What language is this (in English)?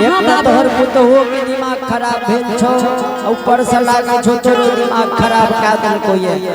Angika